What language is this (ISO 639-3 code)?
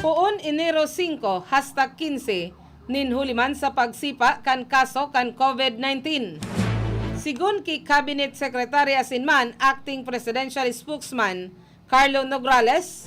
bik